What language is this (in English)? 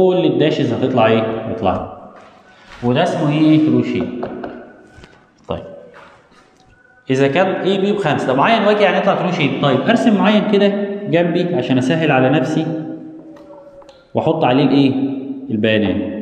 Egyptian Arabic